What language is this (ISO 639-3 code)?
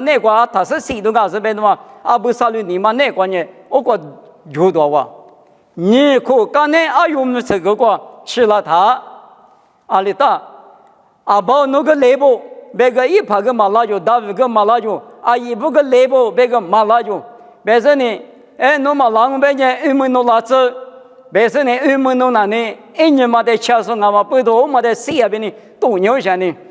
lis